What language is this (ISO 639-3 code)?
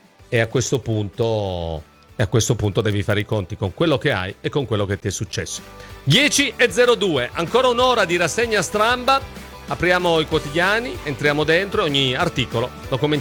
ita